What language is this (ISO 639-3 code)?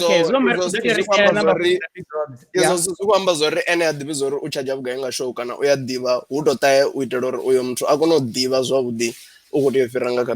ven